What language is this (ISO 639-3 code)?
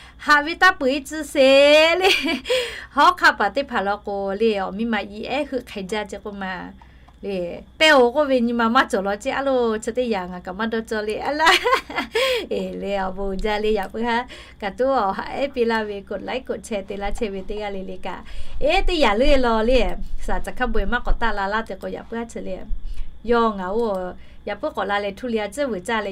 lhu